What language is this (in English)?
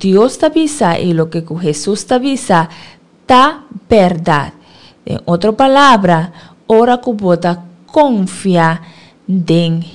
Papiamento